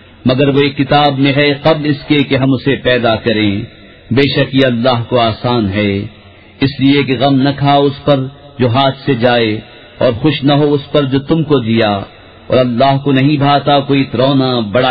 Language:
Urdu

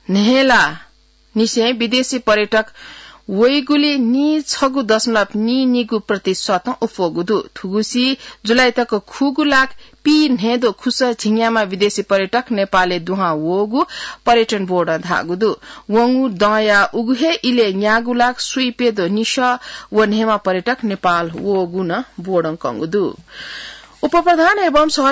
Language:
Newari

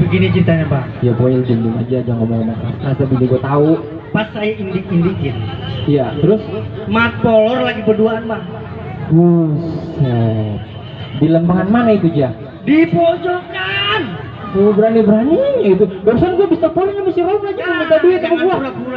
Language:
Betawi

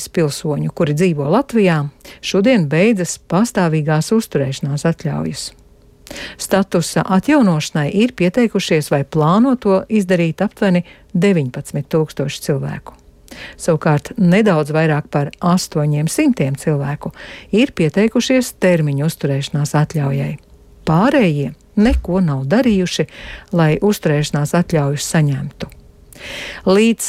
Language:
Latvian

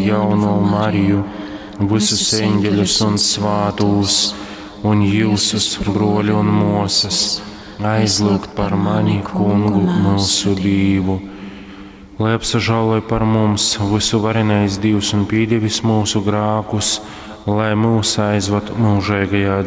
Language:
Latgalian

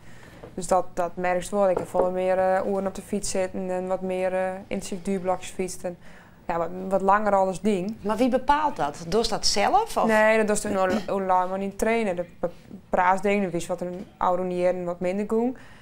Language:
Western Frisian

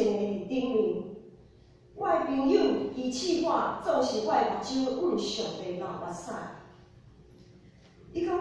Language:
Min Nan Chinese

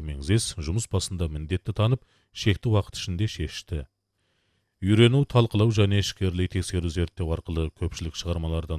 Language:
Kazakh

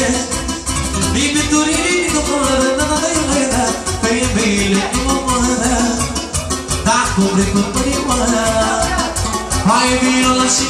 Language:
Romanian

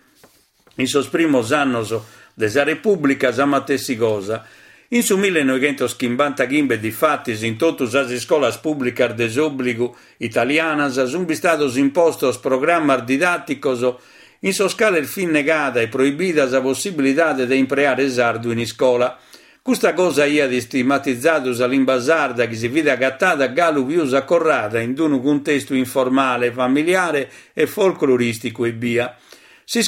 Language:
Sardinian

